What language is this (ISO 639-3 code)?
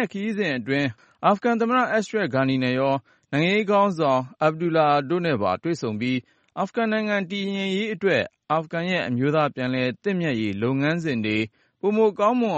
mya